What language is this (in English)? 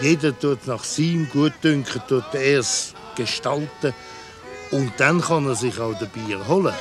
Swiss German